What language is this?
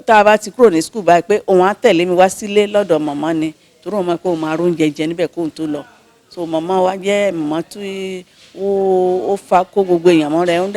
Yoruba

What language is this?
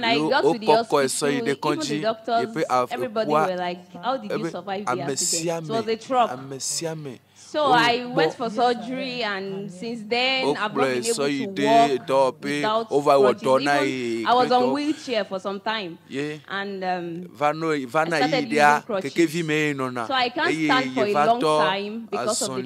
Ewe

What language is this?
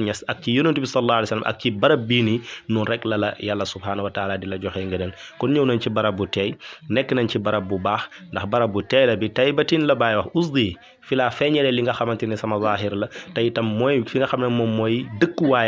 Wolof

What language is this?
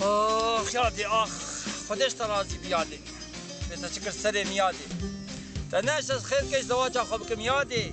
Kurdish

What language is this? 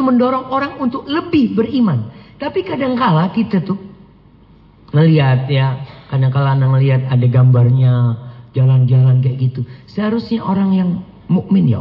Indonesian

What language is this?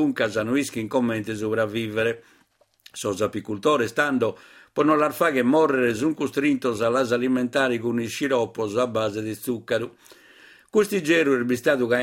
Sardinian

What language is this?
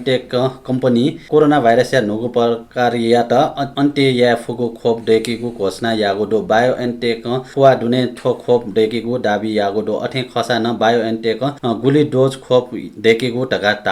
Newari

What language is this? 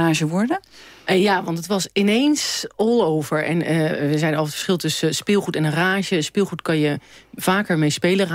Dutch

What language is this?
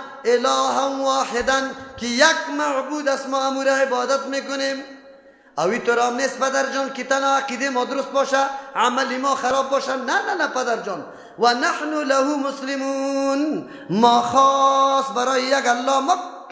Persian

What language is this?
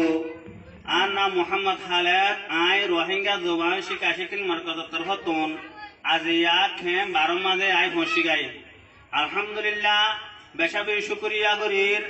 Rohingya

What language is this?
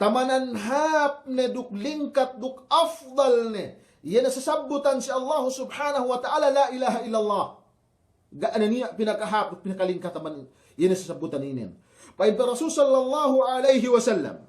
Yakan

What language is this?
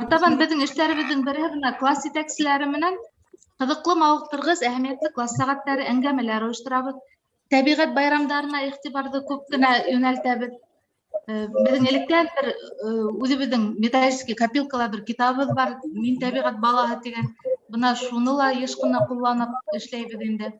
Bashkir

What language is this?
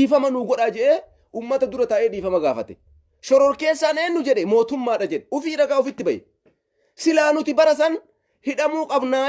Oromo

